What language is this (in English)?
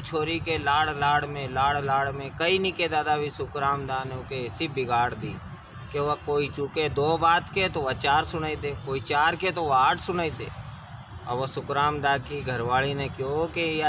Rajasthani